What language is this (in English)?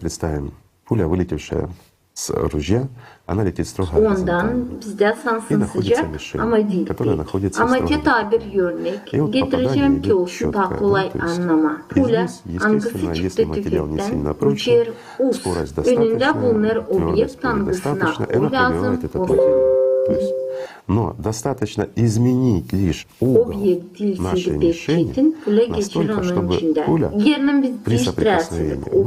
Gagauz